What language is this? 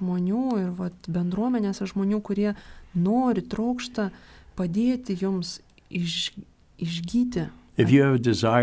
Lithuanian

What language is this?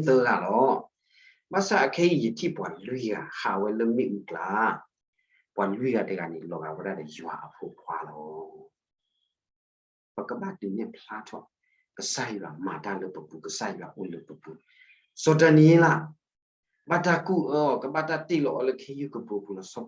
S'gaw Karen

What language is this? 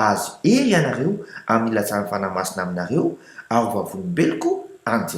Malagasy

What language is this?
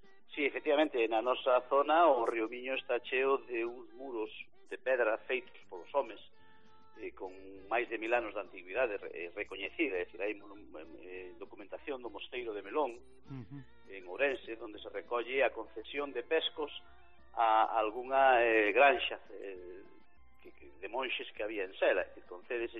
Galician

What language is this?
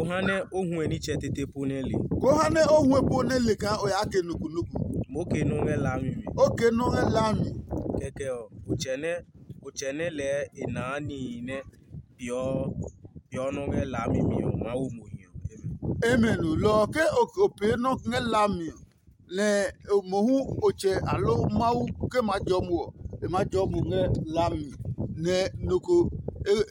Adangme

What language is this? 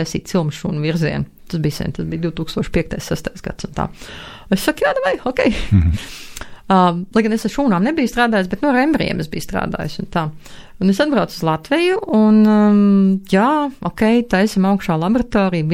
Latvian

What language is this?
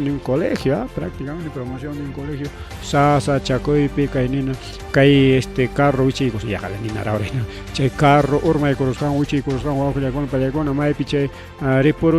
Ayacucho Quechua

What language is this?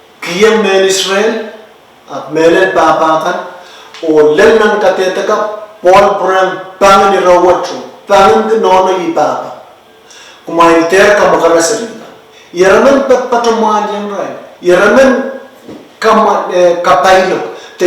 Pohnpeian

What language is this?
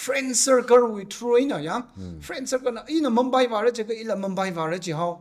Tangkhul Naga (India)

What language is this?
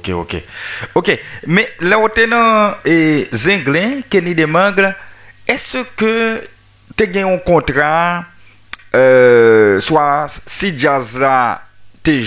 Haitian Creole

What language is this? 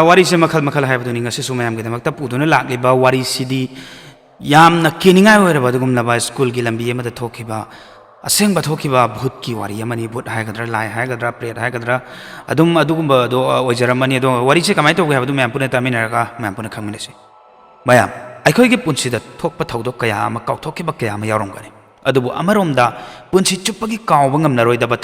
Manipuri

